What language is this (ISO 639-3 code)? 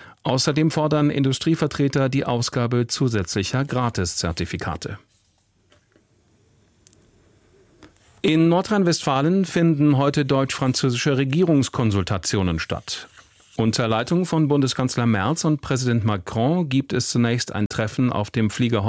deu